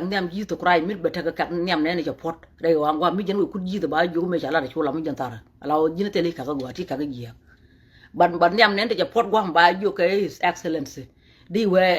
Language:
Nuer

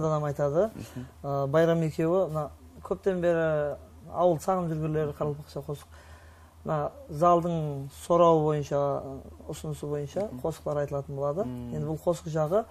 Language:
Kara-Kalpak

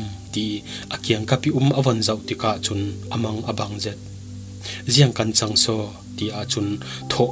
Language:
Falam Chin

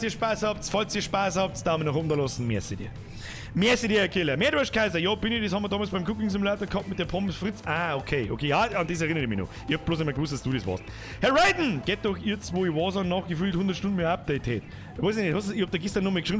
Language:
Bavarian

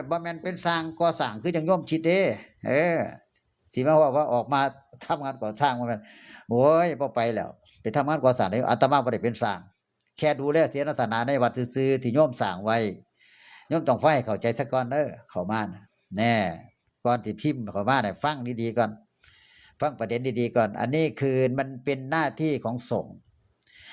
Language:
Northeastern Thai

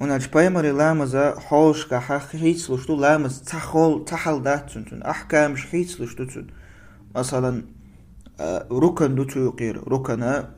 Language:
Chechen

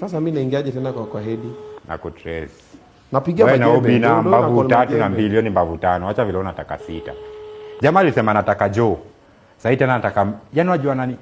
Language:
Swahili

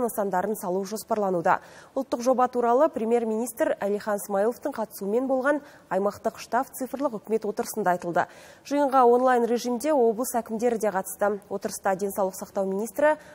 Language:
Kazakh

